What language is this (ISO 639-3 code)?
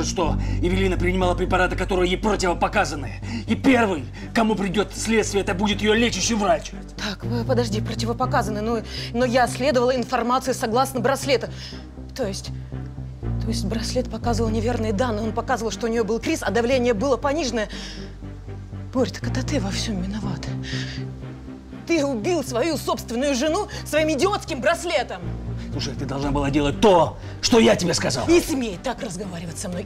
rus